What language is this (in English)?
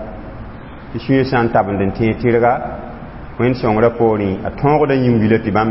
Mossi